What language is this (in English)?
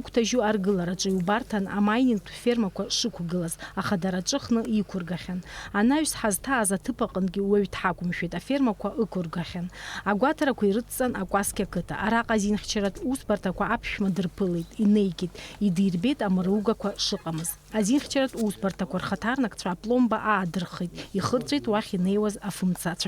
Abkhazian